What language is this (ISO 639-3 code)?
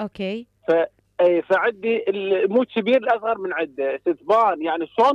acm